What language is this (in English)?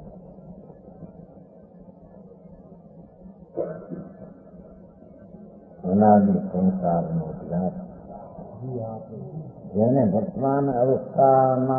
Gujarati